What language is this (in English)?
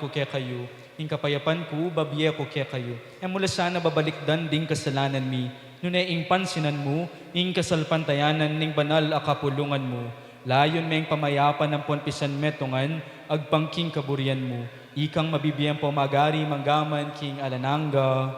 Pampanga